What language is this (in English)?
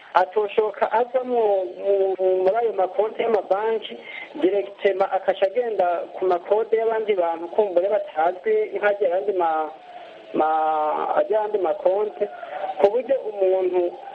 Kinyarwanda